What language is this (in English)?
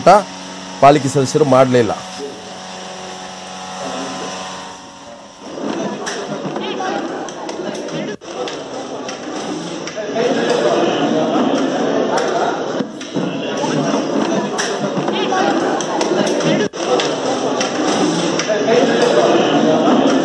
Kannada